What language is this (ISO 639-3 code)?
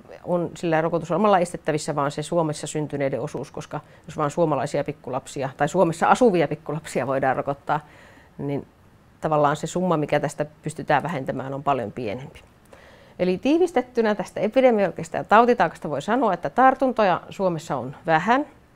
fin